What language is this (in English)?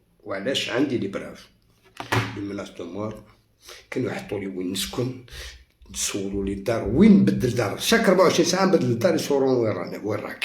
Algerian Arabic